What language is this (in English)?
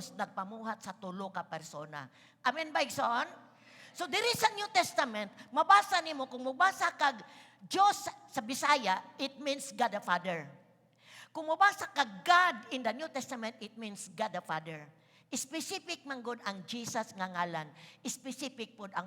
Cebuano